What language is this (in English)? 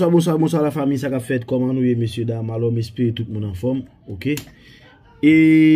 Haitian Creole